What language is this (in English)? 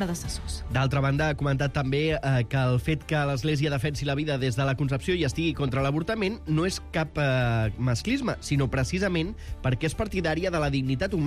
Catalan